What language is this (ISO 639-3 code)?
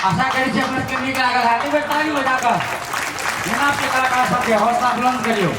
mai